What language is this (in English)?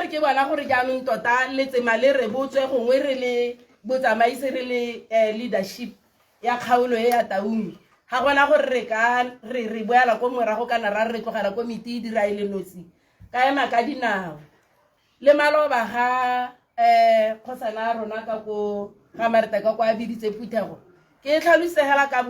Tswana